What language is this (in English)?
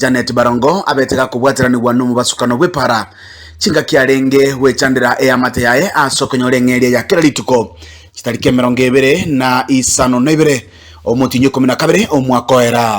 Gusii